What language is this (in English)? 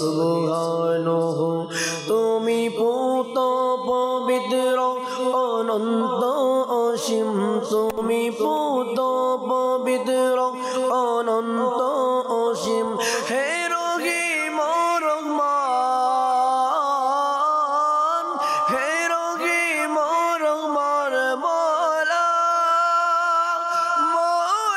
Bangla